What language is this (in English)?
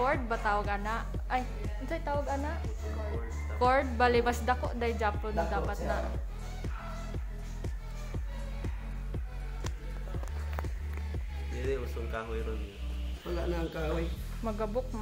Cebuano